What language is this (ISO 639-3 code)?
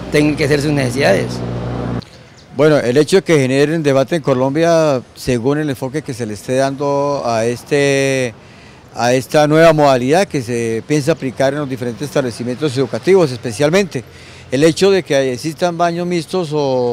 spa